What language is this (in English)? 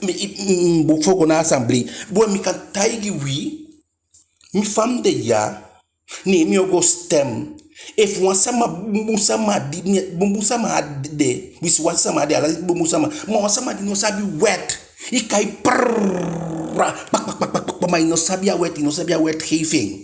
Eastern Maroon Creole